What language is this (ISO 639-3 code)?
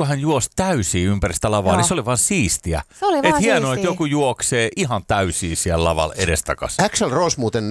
fin